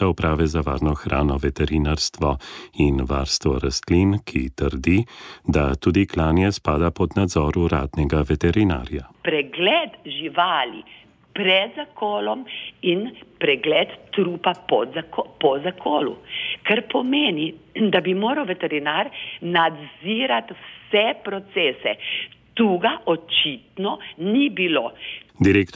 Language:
Slovenian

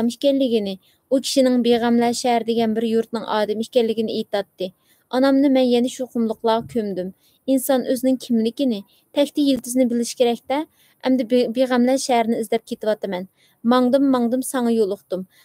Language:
Uyghur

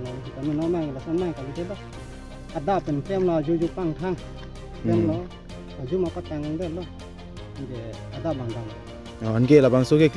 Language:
Karbi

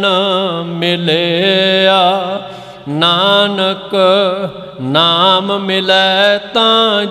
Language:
Punjabi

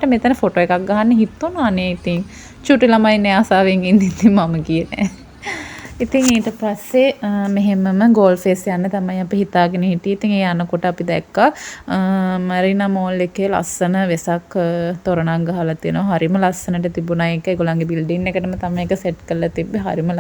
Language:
Sinhala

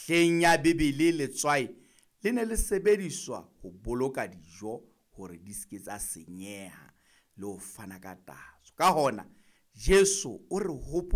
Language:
Southern Sotho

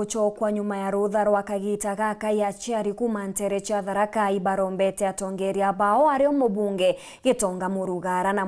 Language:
Meru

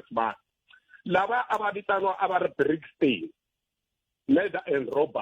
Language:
Tsonga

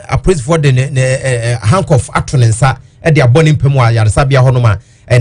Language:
Akan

